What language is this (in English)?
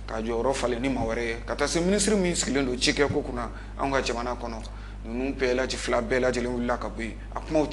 Bambara